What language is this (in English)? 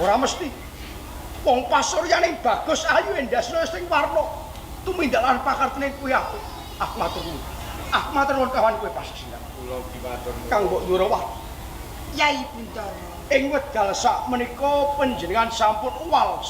Javanese